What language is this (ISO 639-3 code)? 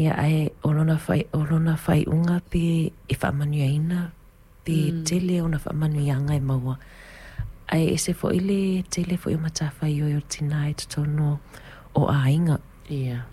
smo